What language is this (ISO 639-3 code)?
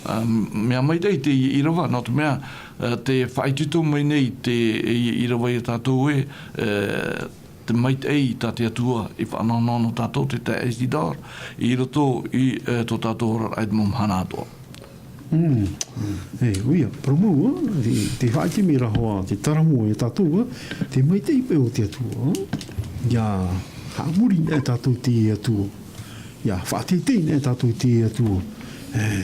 tah